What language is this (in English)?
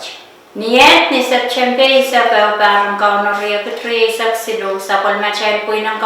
Pohnpeian